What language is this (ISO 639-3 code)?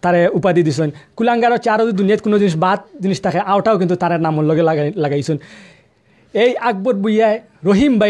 syl